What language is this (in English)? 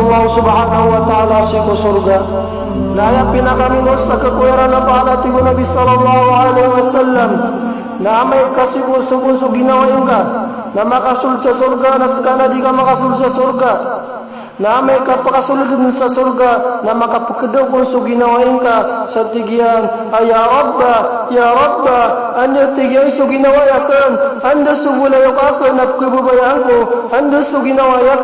Maranao